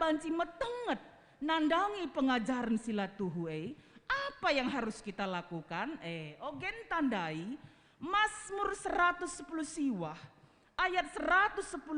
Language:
Batak Karo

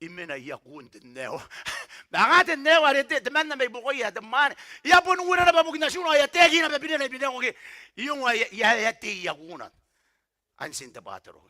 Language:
Gilbertese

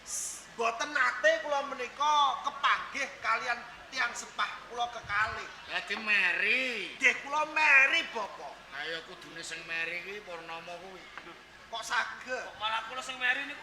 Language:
Javanese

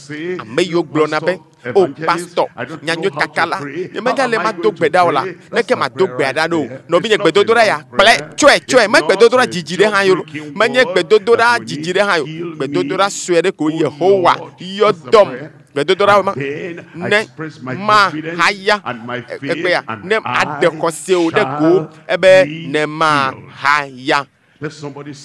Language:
Ewe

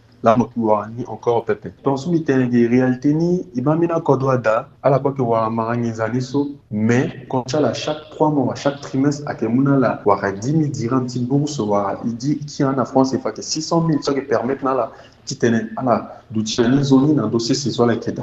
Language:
Sango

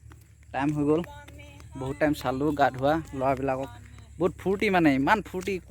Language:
Assamese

